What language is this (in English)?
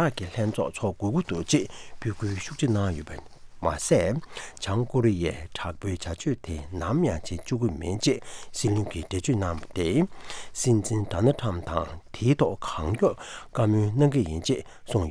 Tibetan